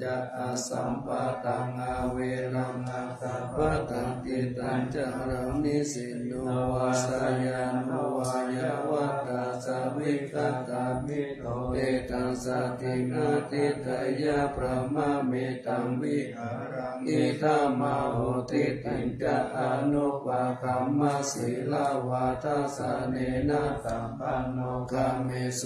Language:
Pali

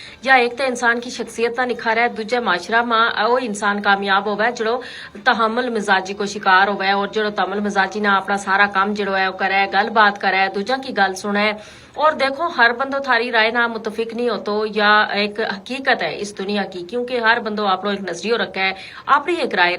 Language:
Gujari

